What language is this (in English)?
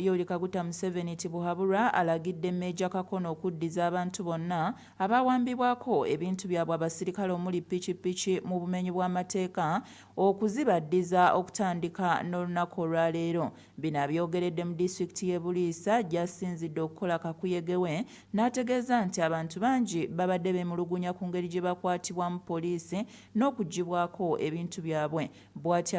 Ganda